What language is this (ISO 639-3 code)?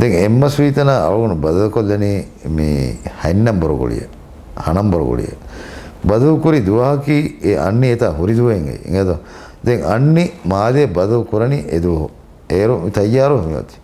div